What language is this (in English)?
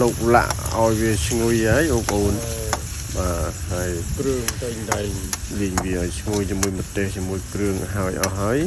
Khmer